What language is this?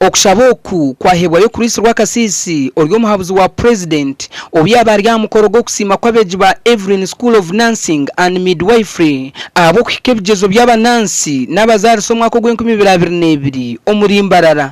Nyankole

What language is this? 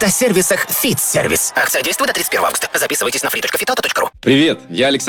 Russian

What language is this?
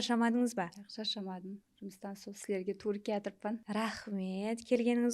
Kara-Kalpak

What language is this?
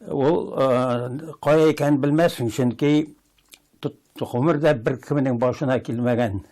Tatar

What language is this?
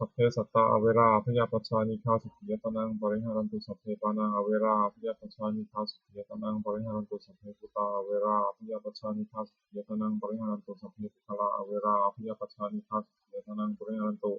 Pali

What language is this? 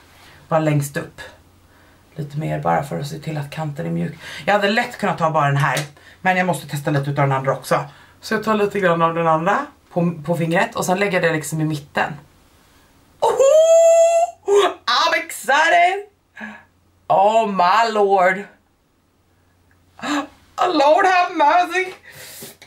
Swedish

